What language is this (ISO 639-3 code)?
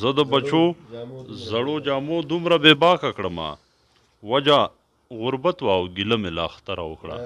pus